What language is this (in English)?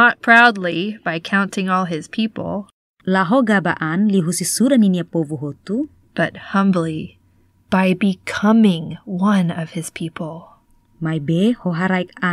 Tetum